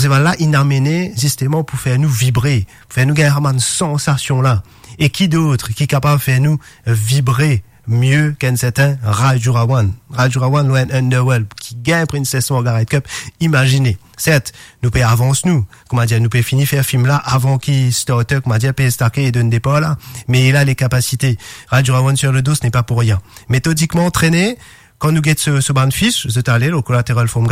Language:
Morisyen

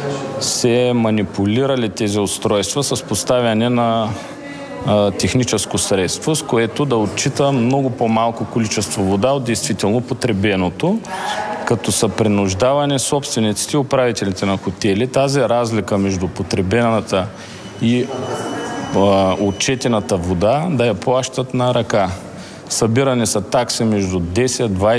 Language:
Bulgarian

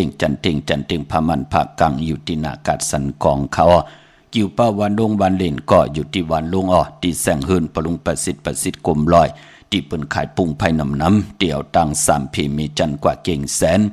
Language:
Shan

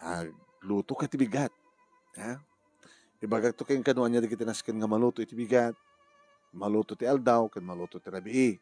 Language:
Iloko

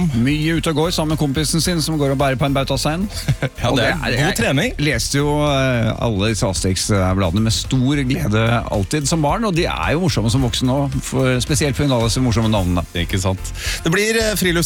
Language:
Norwegian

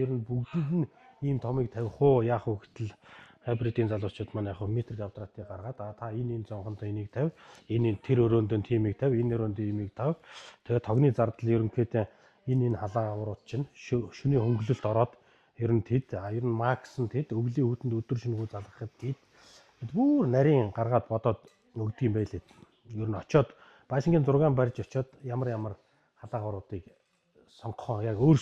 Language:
Mongolian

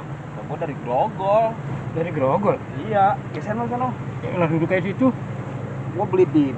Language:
Betawi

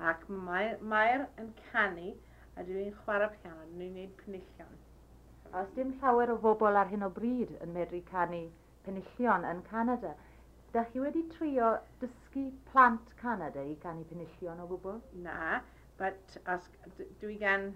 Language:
Welsh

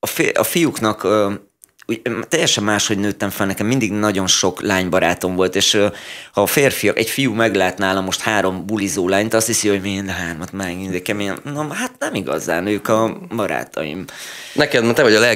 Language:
Hungarian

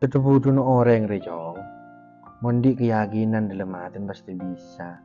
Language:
Madurese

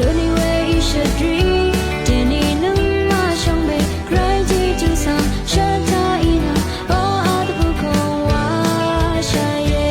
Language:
Rawang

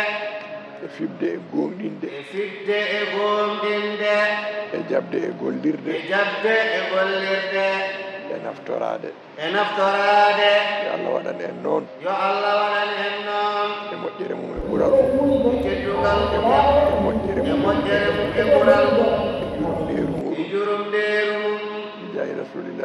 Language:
Fula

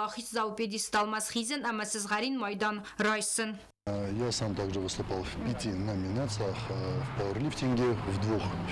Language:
Ossetic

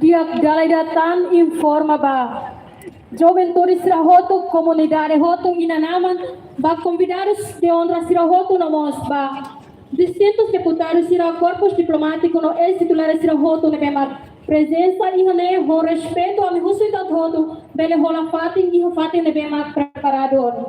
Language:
Tetum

